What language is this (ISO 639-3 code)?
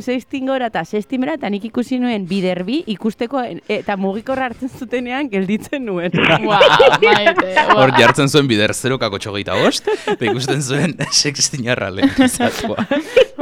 eus